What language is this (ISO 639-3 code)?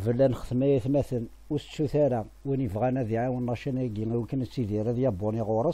kab